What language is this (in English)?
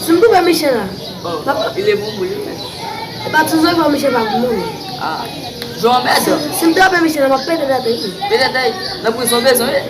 Haitian Creole